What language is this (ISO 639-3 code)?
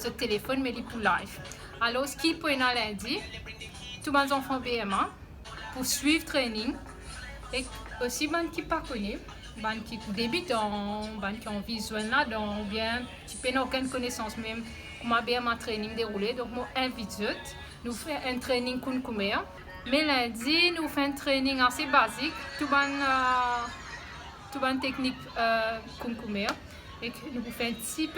mfe